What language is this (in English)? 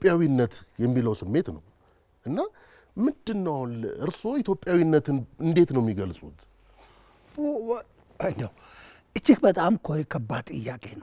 Amharic